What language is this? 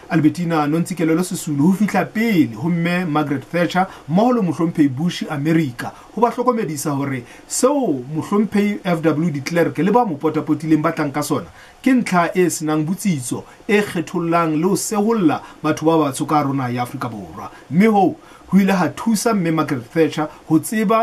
Southern Sotho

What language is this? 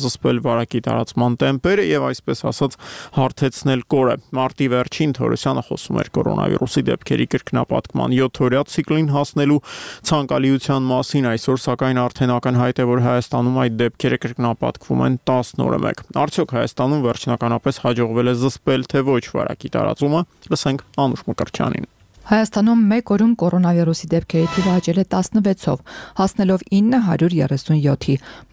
Armenian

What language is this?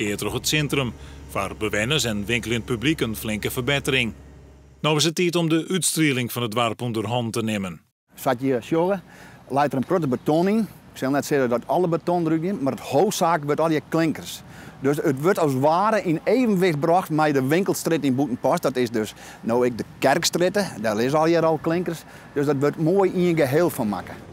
Western Frisian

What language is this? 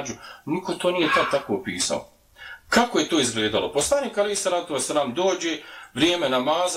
Bosnian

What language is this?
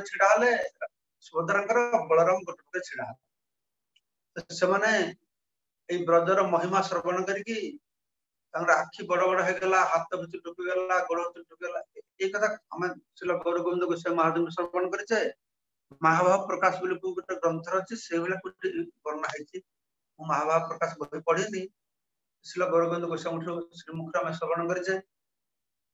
Odia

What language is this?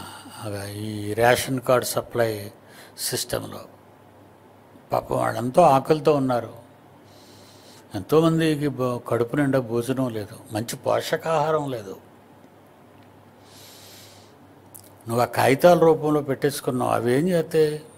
Telugu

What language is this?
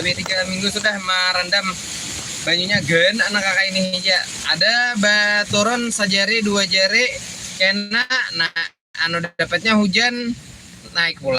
Banjar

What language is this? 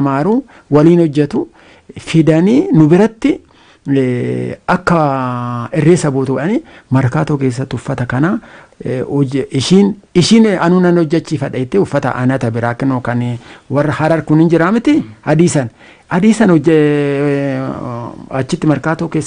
Oromo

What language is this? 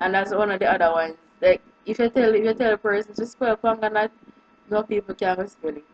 Jamaican Creole English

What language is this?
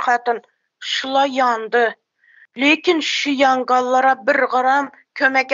Turkmen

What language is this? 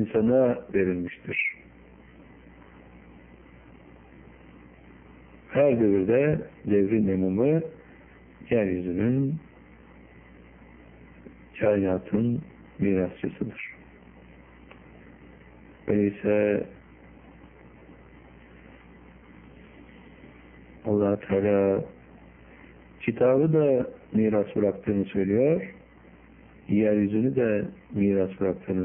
Turkish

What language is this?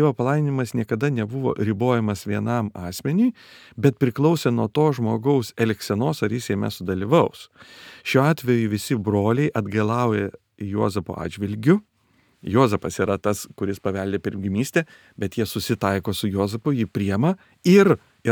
Lithuanian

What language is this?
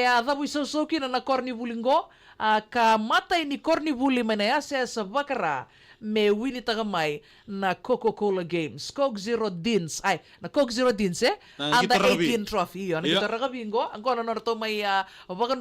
Fijian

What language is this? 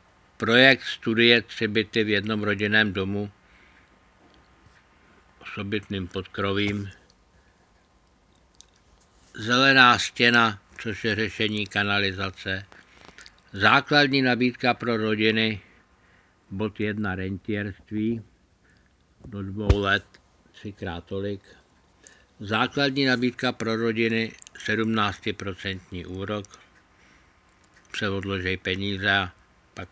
Czech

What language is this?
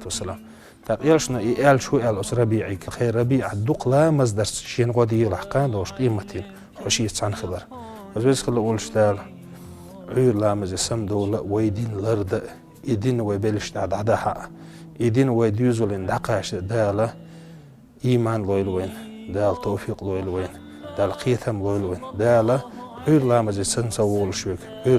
Chechen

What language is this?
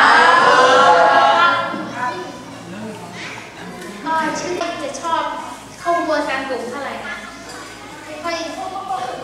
Thai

